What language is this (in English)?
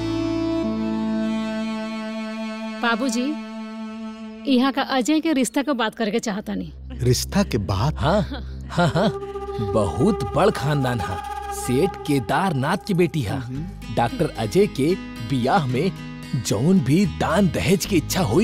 Bhojpuri